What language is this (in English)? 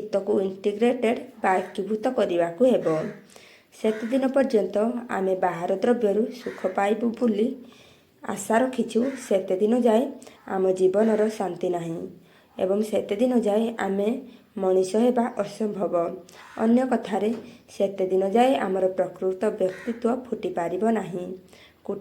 Odia